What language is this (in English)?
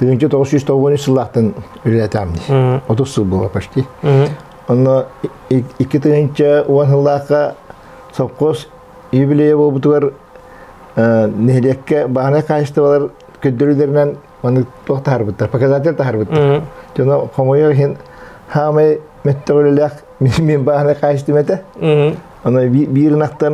Yakut